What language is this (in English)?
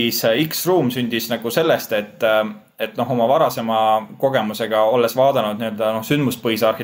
Estonian